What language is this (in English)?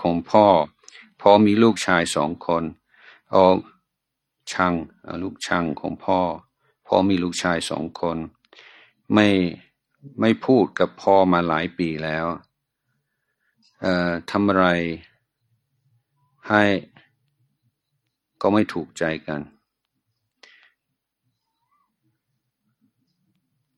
Thai